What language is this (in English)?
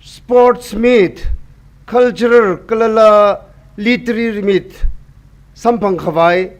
Tangkhul Naga (India)